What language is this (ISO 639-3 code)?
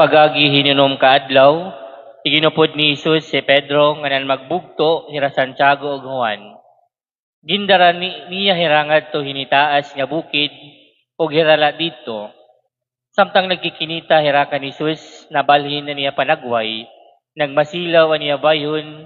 war